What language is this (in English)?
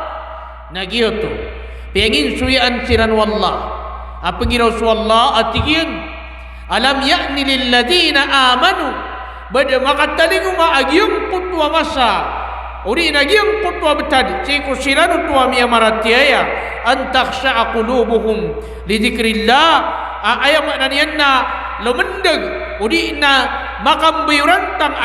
Maranao